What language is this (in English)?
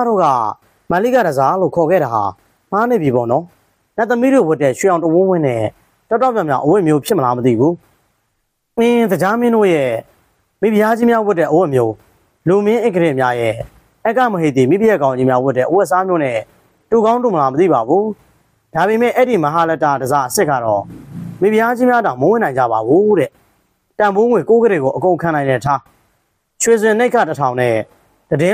Burmese